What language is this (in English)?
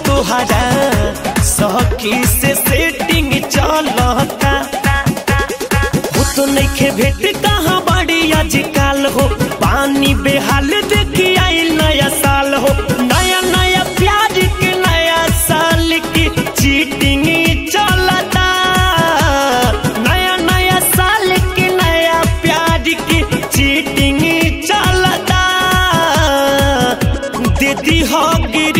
Bhojpuri